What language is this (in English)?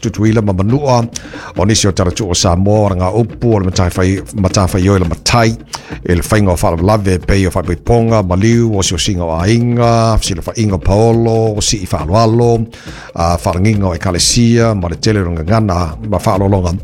Samoan